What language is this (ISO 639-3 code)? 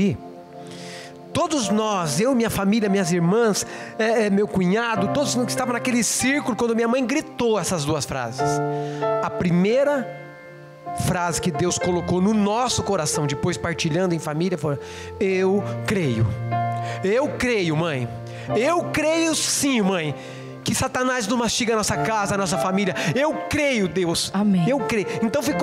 por